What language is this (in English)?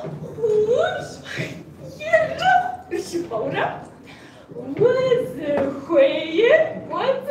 Kabardian